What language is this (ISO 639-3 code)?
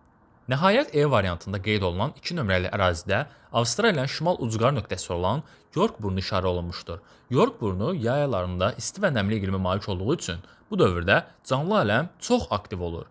aze